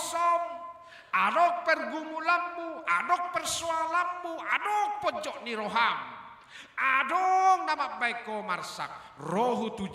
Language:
Batak Toba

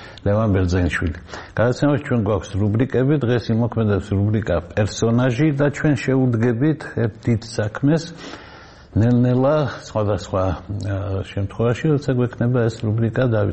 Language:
Georgian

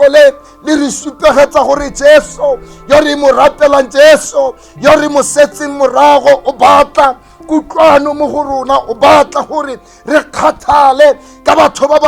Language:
Tswana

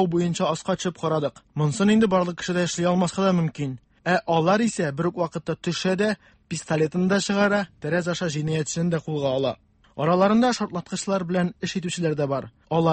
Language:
Tatar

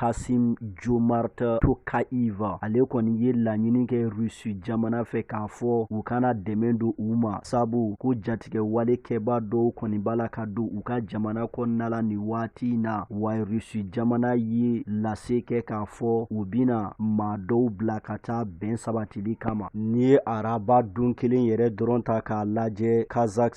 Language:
Bambara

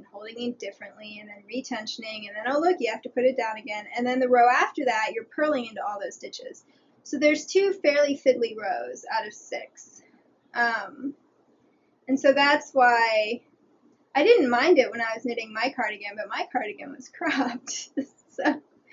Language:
English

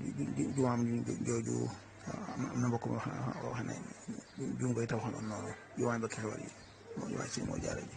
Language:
Wolof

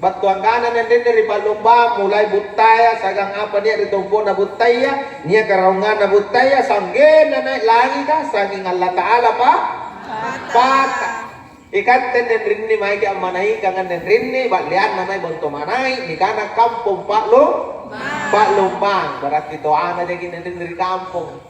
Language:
Makasar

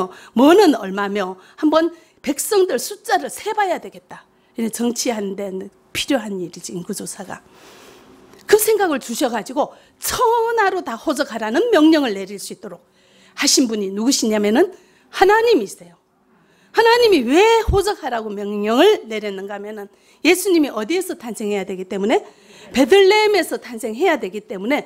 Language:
Korean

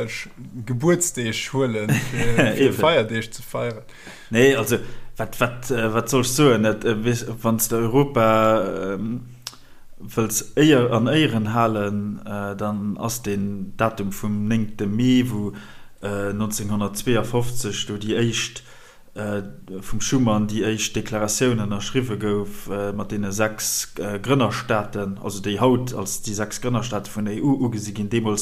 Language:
Luxembourgish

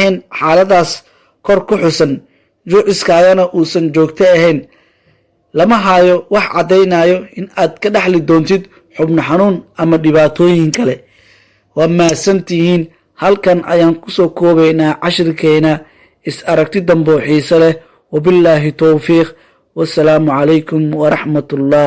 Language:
Somali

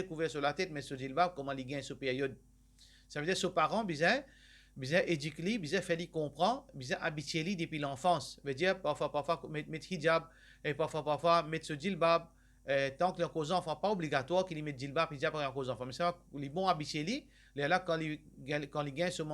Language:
Morisyen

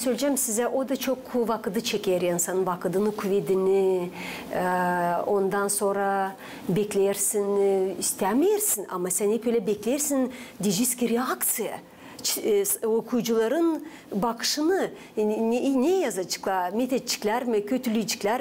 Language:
Gagauz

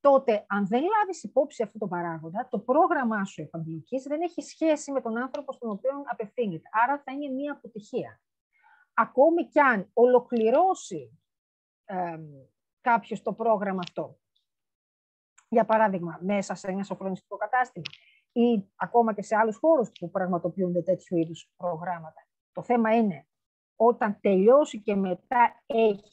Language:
Greek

